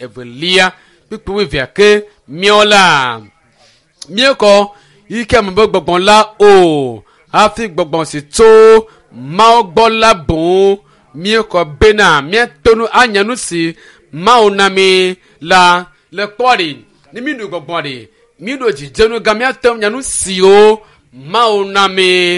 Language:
Ewe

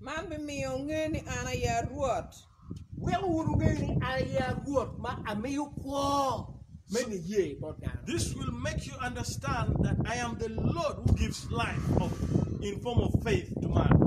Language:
Acoli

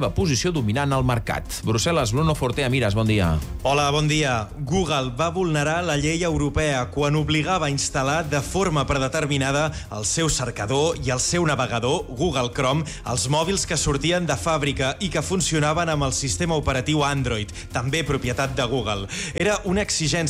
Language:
Catalan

